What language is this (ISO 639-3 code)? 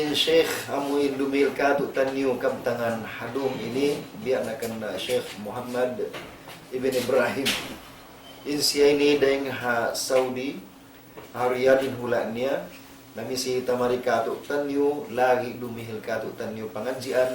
tsg